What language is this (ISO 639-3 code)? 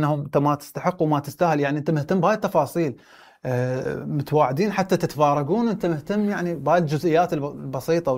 acm